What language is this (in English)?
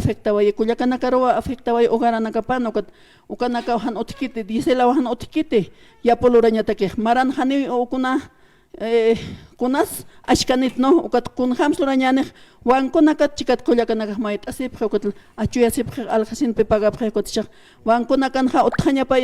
Aymara